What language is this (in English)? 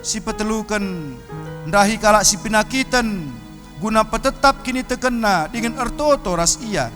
Batak Karo